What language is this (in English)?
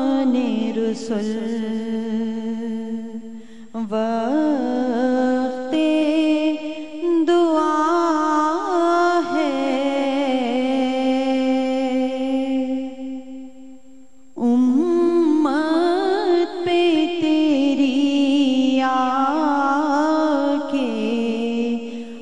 Urdu